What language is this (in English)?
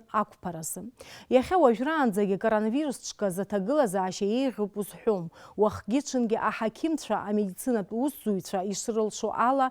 Abkhazian